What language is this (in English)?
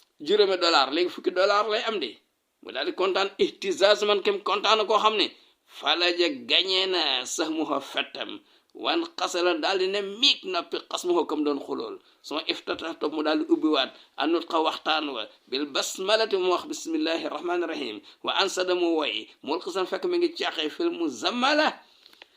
Wolof